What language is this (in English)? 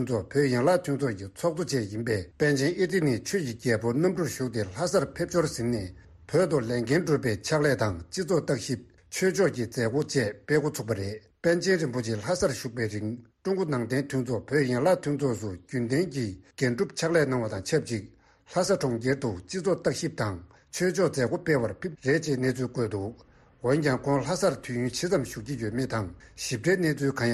Tibetan